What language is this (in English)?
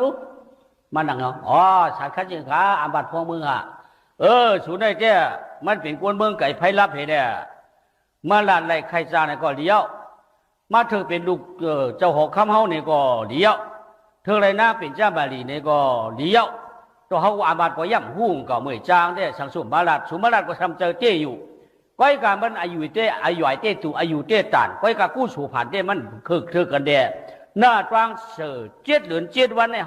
Shan